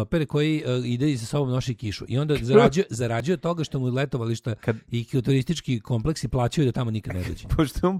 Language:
Serbian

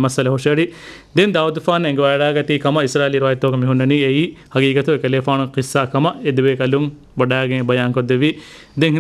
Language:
Divehi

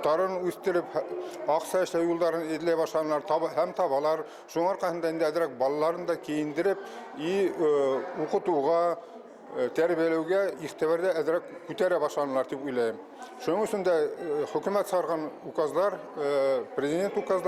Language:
Bashkir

